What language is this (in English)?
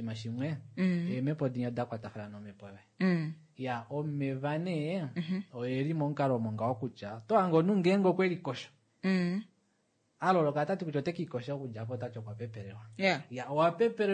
Kuanyama